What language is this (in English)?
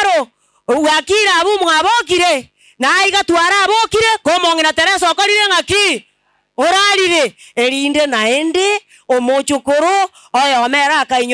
Gusii